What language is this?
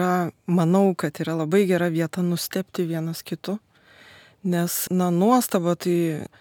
Lithuanian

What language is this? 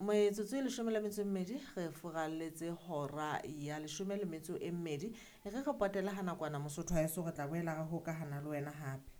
Southern Sotho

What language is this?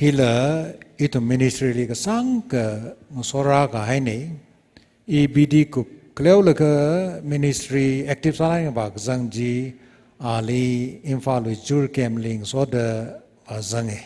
Tangkhul Naga (India)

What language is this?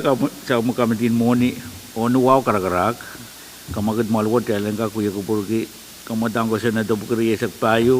Pohnpeian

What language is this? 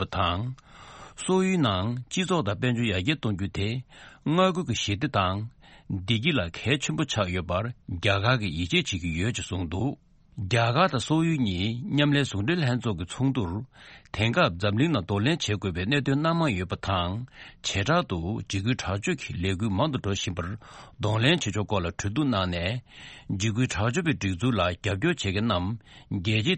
Tibetan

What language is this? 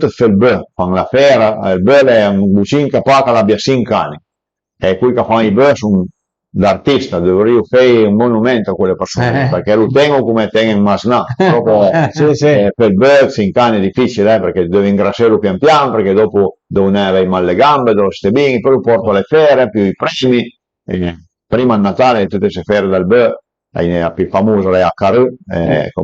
Piedmontese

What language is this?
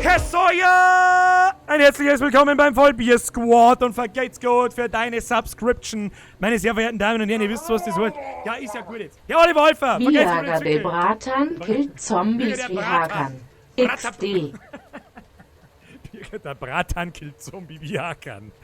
Bavarian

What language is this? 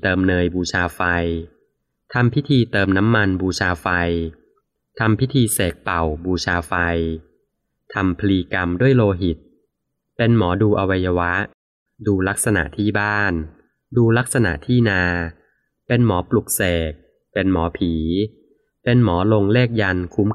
Thai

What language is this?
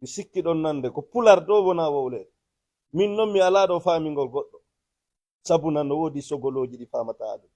Fula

